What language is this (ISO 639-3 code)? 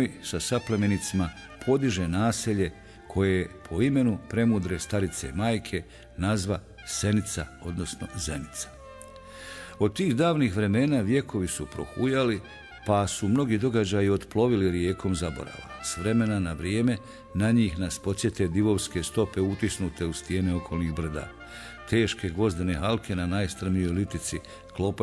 bos